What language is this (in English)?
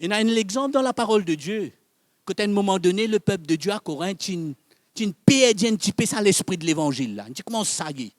Morisyen